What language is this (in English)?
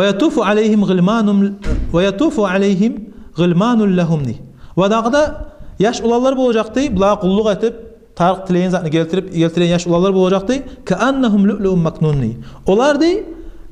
Kumyk